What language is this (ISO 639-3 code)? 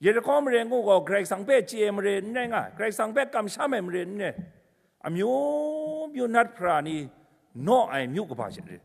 kac